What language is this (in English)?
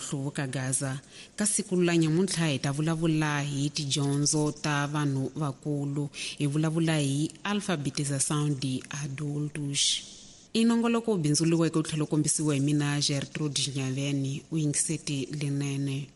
Tsonga